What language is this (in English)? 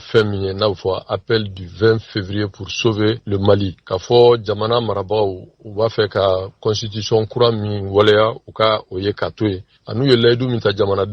Bambara